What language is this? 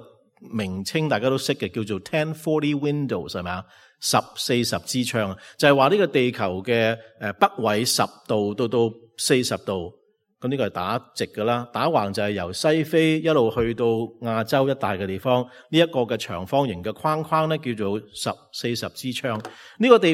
Cantonese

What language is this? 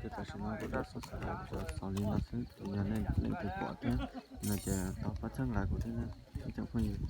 Hmong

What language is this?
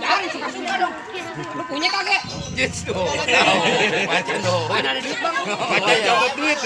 Betawi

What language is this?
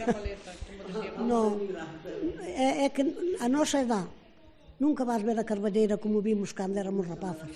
Galician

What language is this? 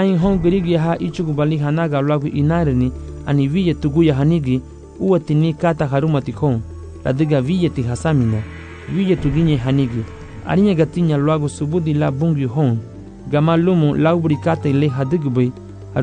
Garifuna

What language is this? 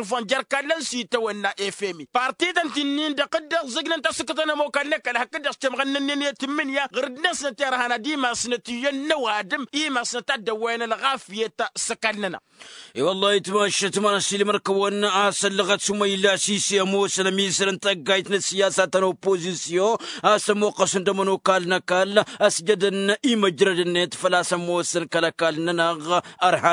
Tamasheq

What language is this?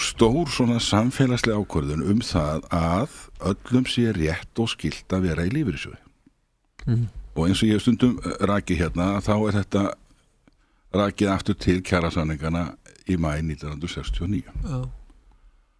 Icelandic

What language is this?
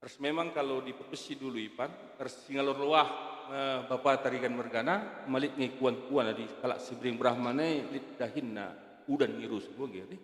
Batak Karo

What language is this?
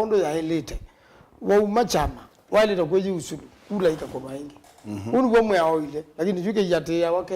Kamba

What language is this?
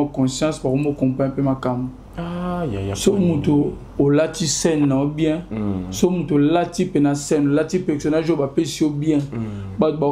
Lingala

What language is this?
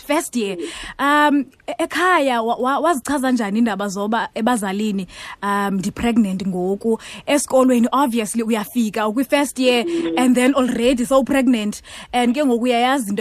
Xhosa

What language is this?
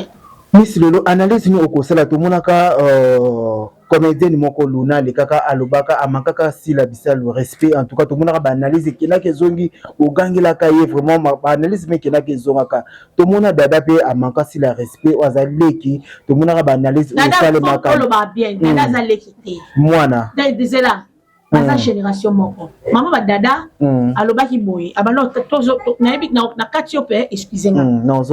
Lingala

